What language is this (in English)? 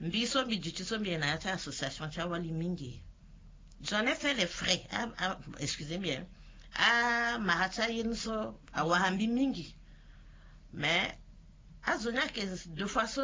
Sango